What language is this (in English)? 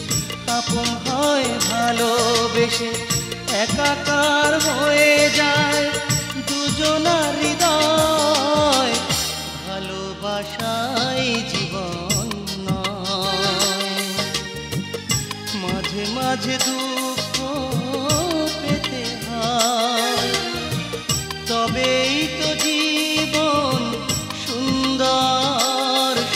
Bangla